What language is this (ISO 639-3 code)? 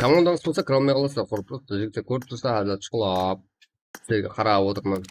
kaa